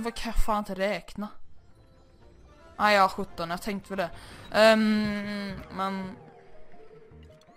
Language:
Swedish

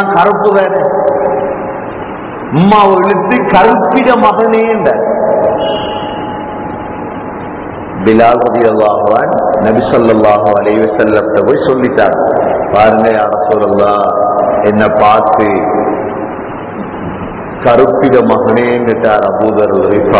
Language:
Tamil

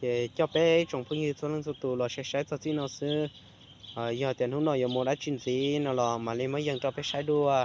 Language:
Hmong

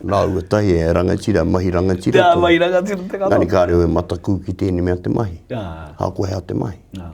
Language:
Māori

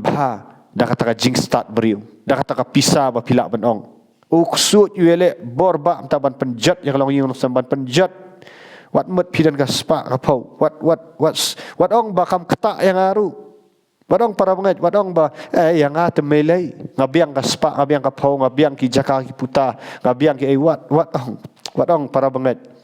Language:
Khasi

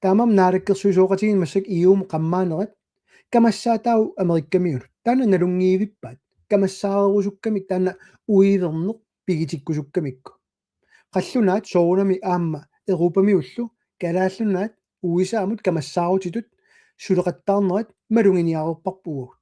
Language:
Kalaallisut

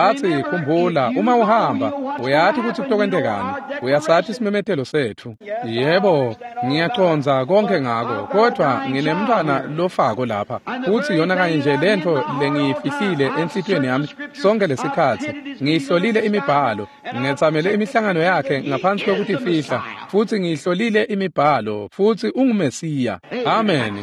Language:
Swati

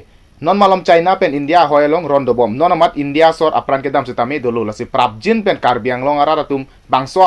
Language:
Karbi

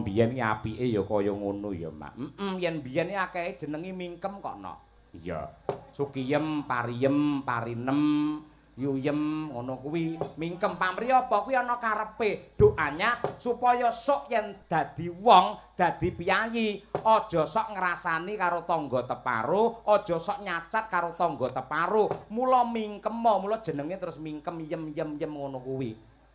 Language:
Javanese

